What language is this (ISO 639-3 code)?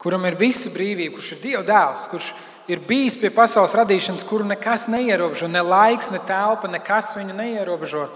lav